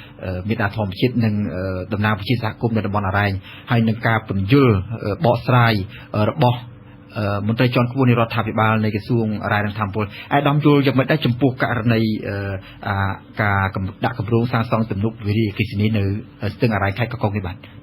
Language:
Khmer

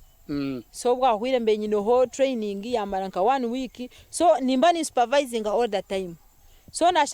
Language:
Nyankole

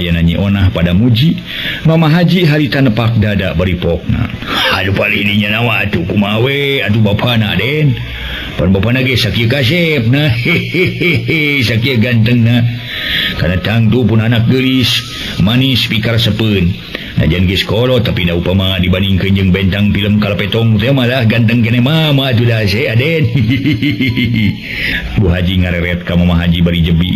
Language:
Sundanese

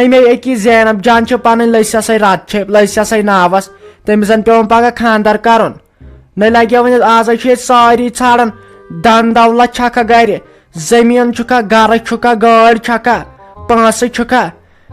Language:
Kashmiri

